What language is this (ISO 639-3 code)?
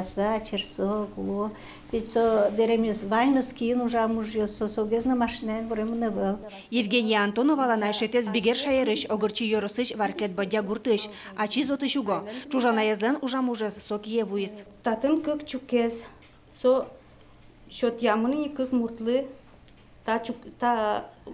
udm